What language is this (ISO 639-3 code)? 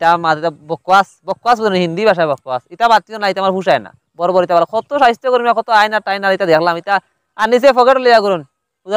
syl